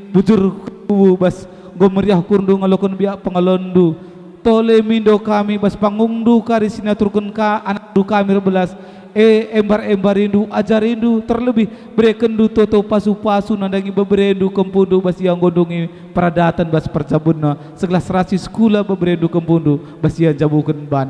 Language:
Batak Karo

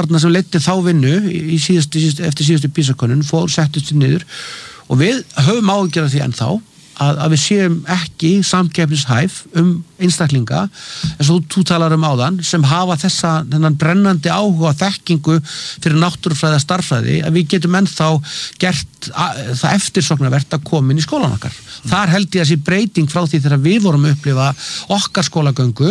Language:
Icelandic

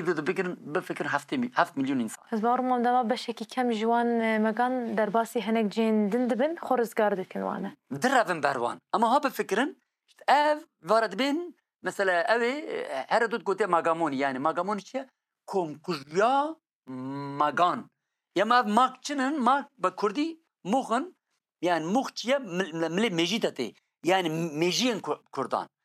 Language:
Kurdish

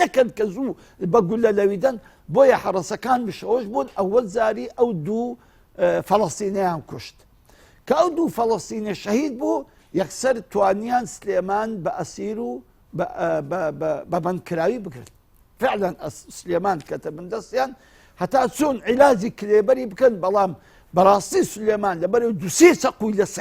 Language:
Central Kurdish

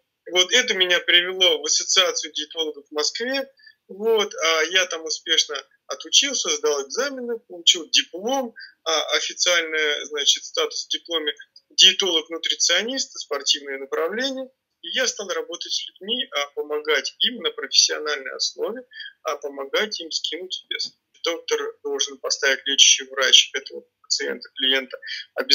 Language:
Russian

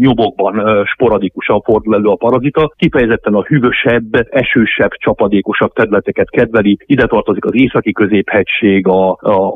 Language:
Hungarian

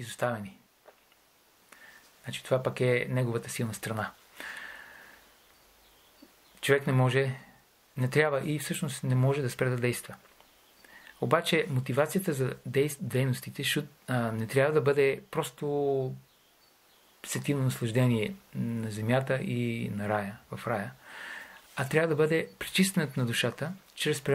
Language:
Bulgarian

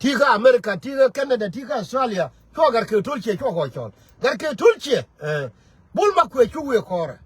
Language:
Nuer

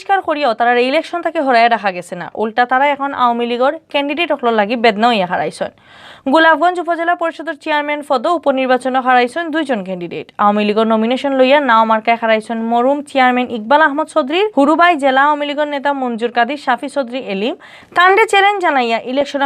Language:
Sylheti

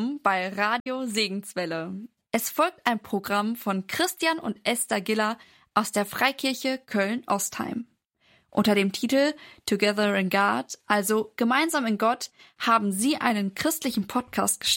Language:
German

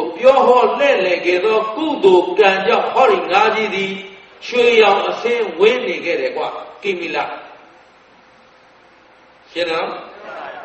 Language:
Burmese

